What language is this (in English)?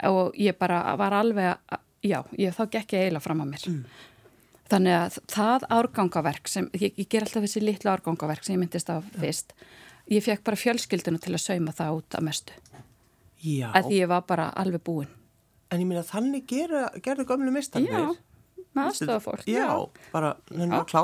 Icelandic